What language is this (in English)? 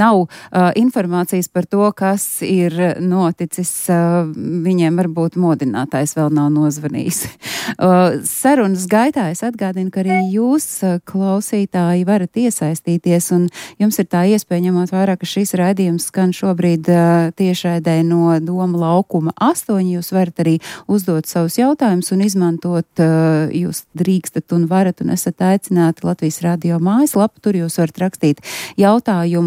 Latvian